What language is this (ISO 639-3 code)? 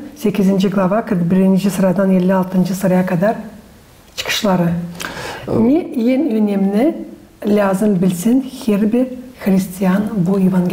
gag